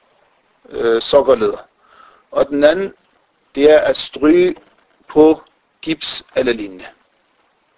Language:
Danish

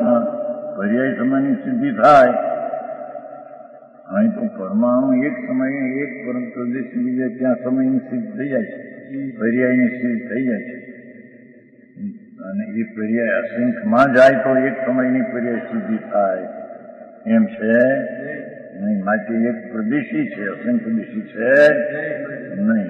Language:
Gujarati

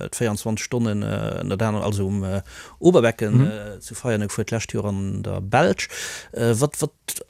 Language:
Luxembourgish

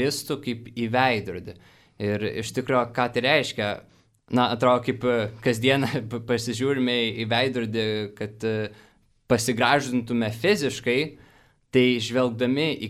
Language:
Lithuanian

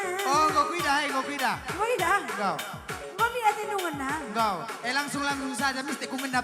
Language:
Batak Karo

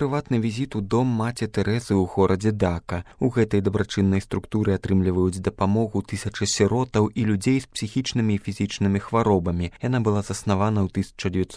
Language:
Belarusian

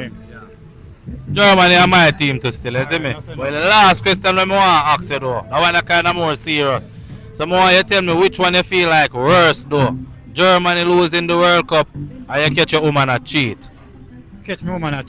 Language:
Jamaican Creole English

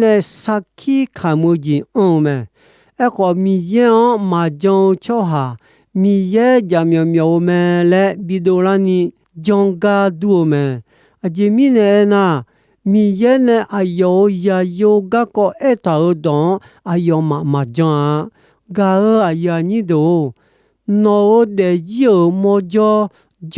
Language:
Akha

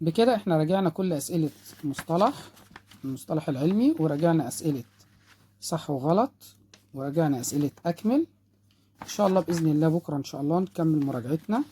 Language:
Egyptian Arabic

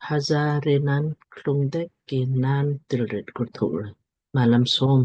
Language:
Lamkang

